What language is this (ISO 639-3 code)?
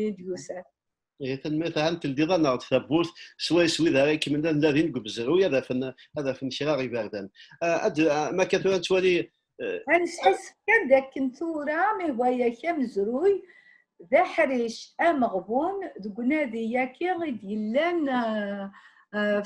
kab